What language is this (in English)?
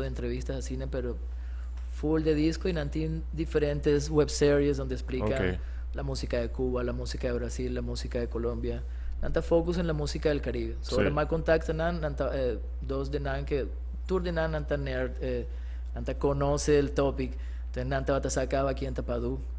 Papiamento